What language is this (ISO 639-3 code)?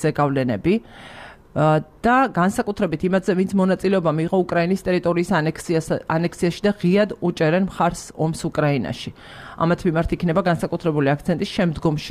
kat